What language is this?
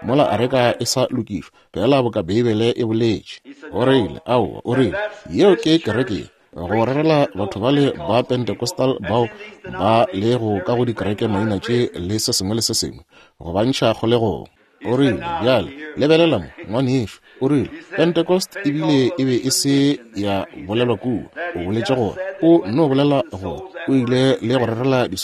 Northern Sotho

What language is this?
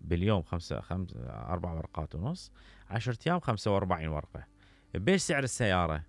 Mesopotamian Arabic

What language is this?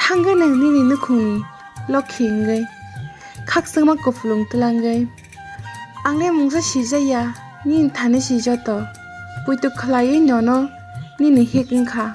Kok Borok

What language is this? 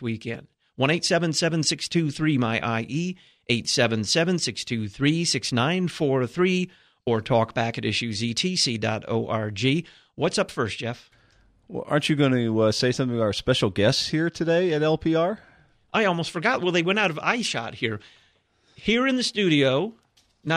English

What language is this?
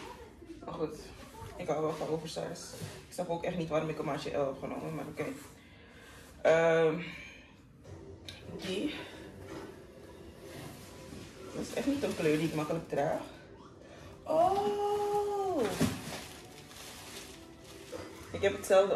Dutch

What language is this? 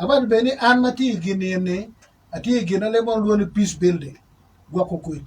Acoli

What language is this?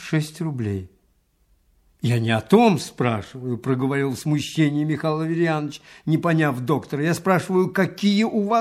Russian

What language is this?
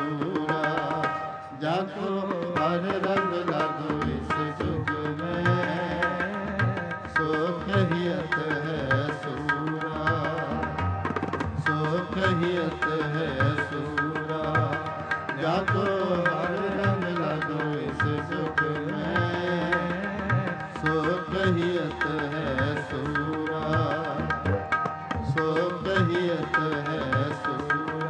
Punjabi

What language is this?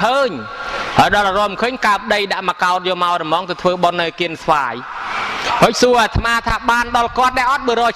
Khmer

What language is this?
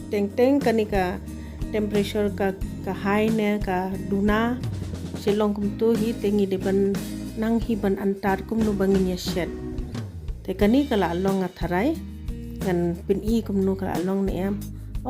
Khasi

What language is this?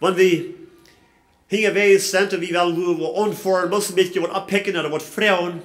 Plautdietsch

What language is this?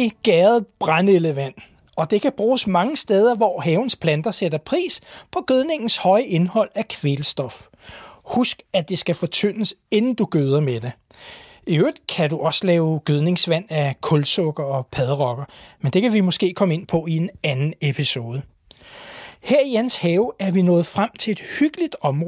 Danish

